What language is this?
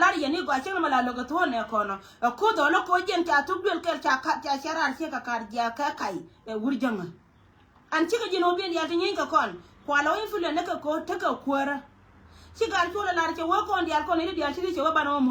Nuer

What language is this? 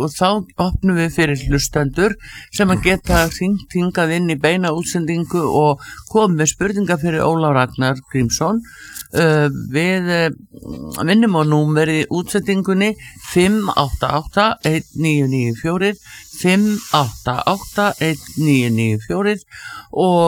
Icelandic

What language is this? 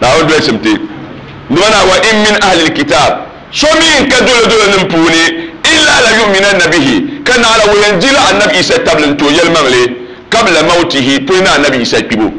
Dagbani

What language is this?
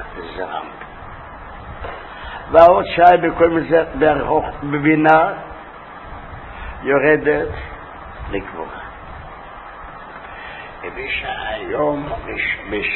Hebrew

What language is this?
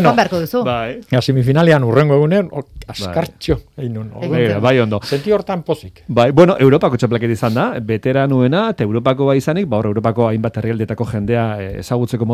Basque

